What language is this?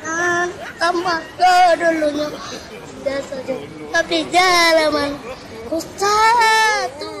Minangkabau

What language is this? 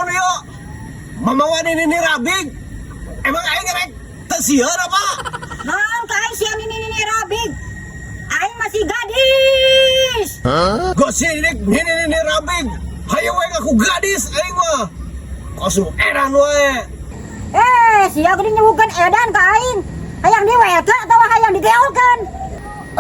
Sundanese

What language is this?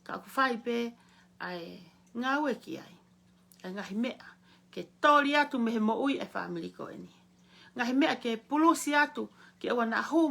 Tongan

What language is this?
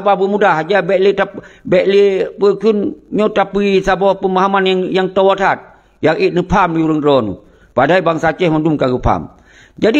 Achinese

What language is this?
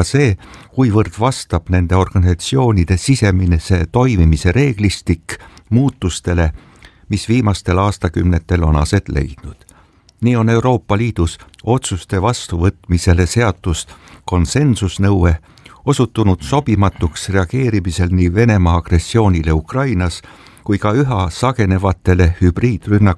Estonian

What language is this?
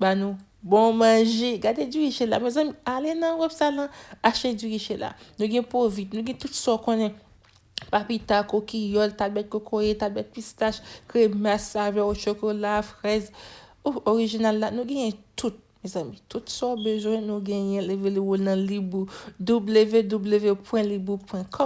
Haitian Creole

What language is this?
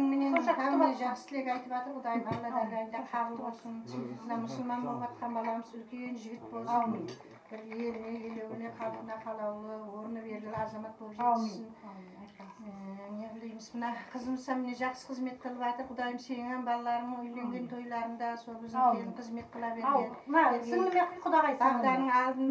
Kara-Kalpak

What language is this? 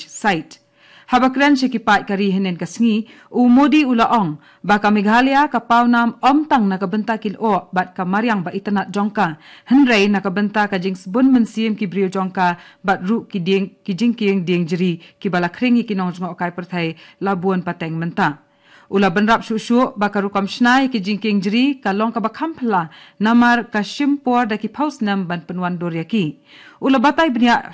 Khasi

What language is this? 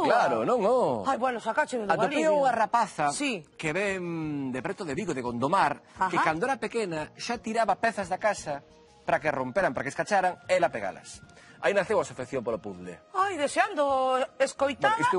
Galician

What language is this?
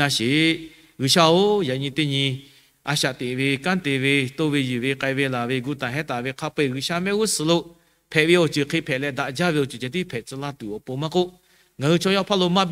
Lahu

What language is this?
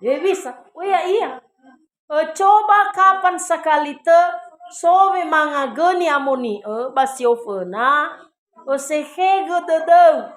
Nias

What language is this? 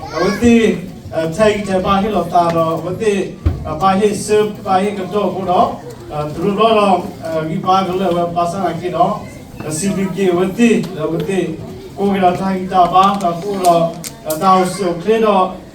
S'gaw Karen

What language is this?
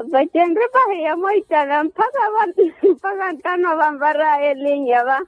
Makhuwa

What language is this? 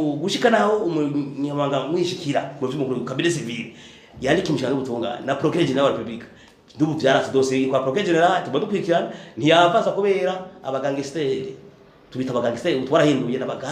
Rundi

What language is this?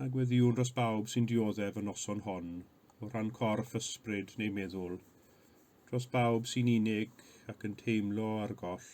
Welsh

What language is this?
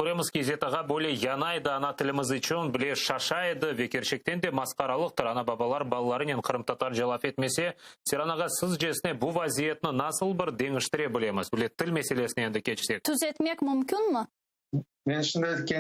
Crimean Tatar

